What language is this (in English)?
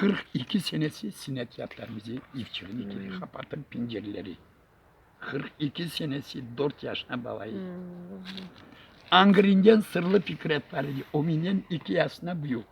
Crimean Tatar